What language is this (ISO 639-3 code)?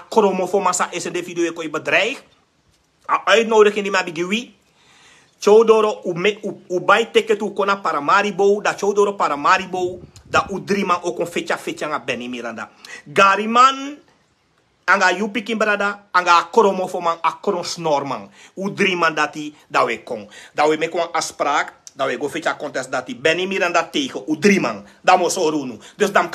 srn